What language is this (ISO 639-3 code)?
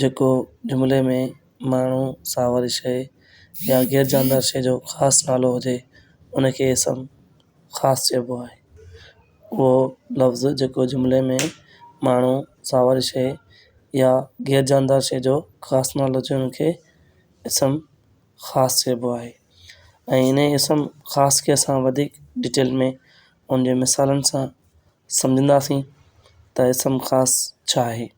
snd